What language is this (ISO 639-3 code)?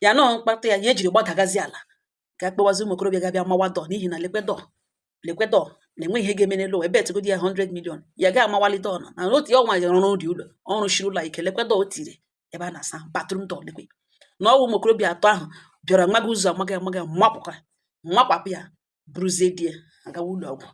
ibo